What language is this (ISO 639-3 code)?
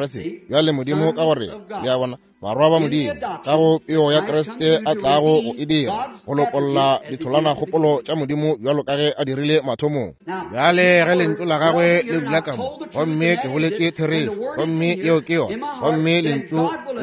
nso